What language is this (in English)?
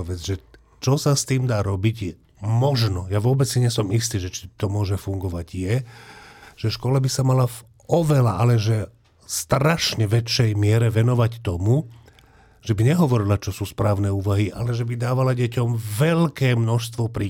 Slovak